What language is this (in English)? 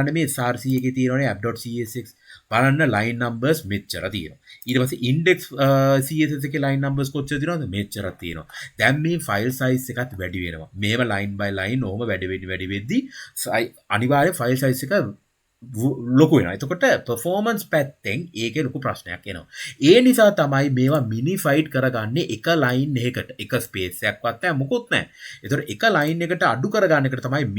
Sinhala